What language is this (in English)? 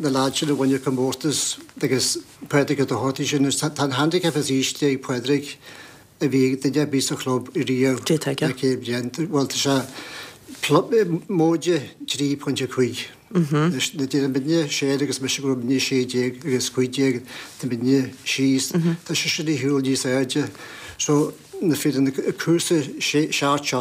Irish